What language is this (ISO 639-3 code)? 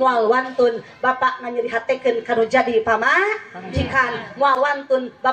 sun